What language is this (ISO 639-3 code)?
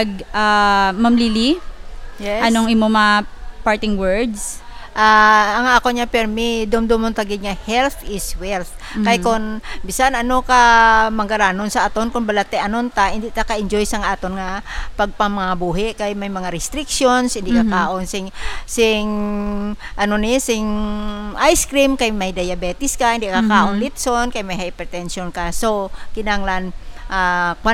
hil